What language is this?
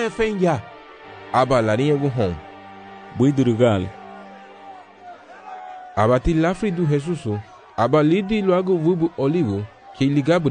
Garifuna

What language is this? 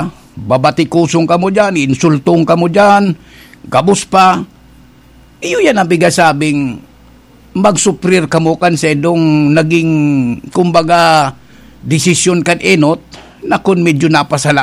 Bikol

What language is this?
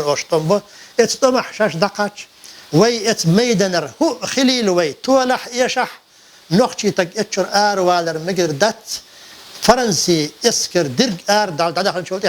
Chechen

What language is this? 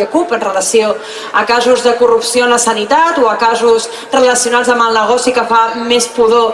Catalan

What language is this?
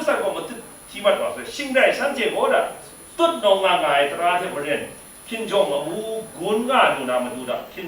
Kachin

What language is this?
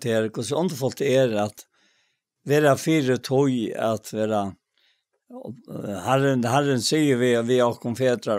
Faroese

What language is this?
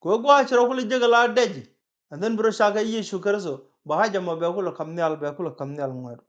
Nuer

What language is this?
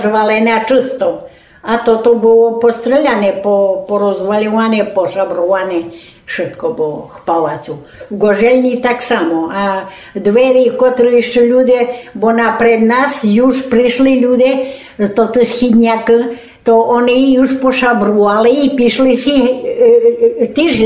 Rusyn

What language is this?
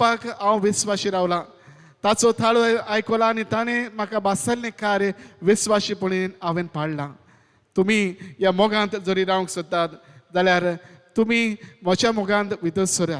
Konkani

